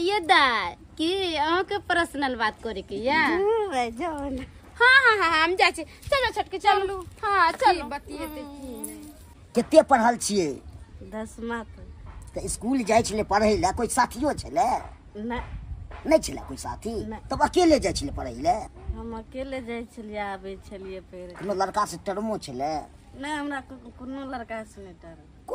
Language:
Maithili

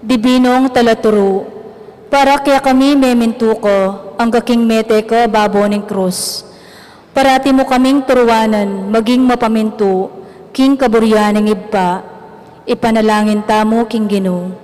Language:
Pampanga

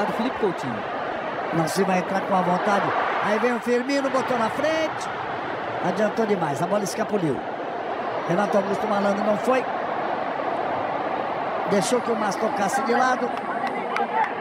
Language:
Portuguese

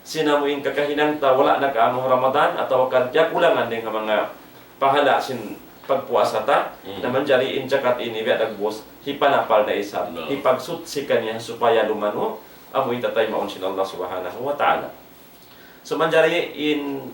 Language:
Tausug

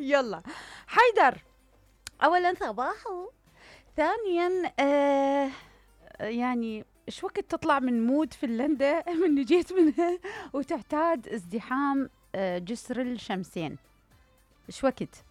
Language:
Mesopotamian Arabic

